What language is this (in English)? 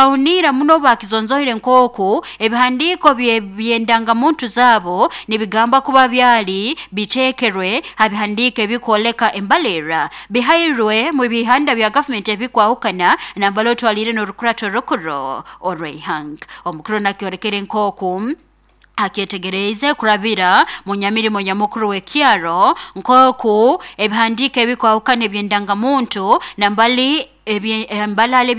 Nyoro